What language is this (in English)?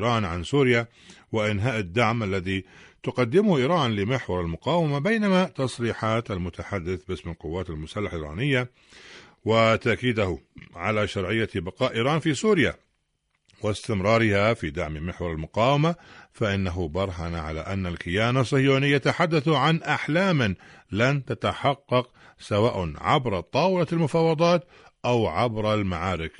Arabic